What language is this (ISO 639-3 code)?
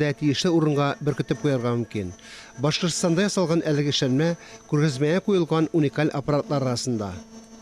tat